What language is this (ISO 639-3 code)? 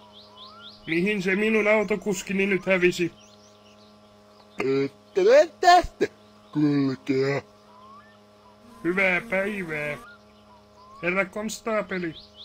fin